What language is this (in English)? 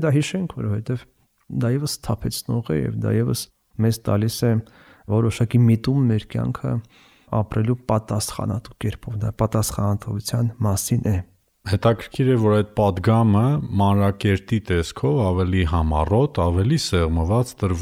Armenian